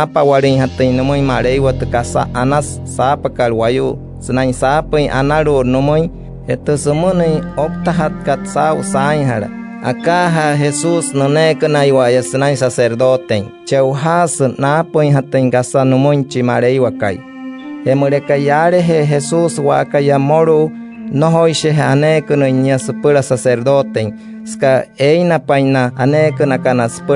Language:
Wayuu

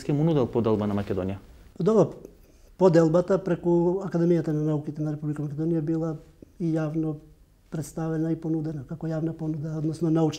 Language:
Macedonian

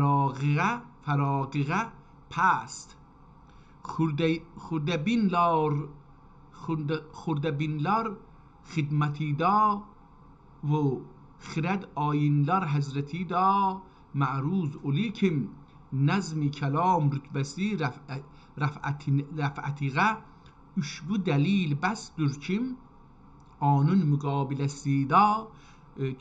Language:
South Azerbaijani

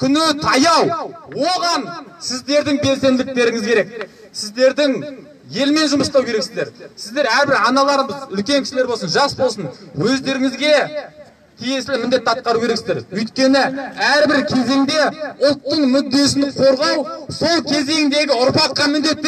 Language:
Kazakh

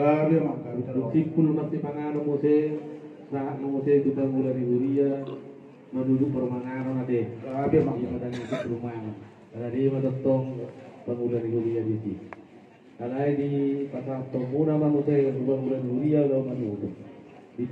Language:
Batak Toba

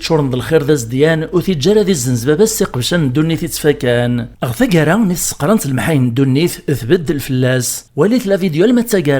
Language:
Kabyle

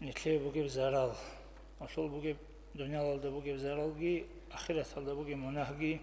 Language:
Avaric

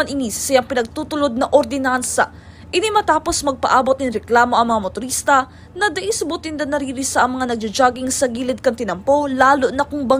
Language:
Bikol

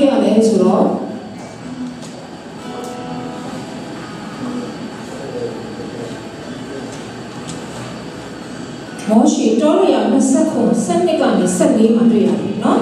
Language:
Burmese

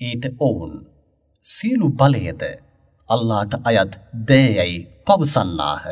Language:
Sinhala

